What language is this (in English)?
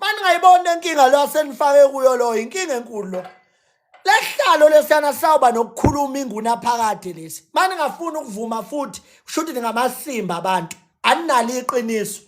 Zulu